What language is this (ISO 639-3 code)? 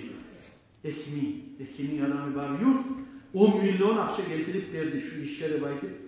kum